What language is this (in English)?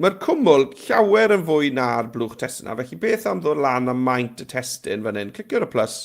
Welsh